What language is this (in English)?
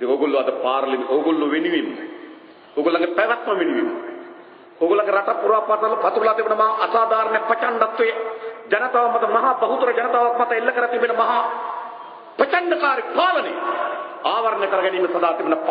Sinhala